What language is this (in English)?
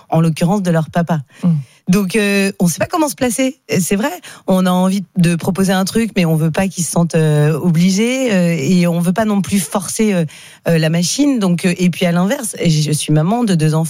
French